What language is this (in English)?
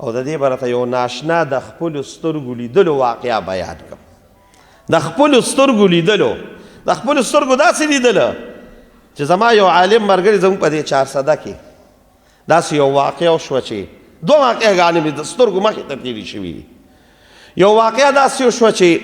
Pashto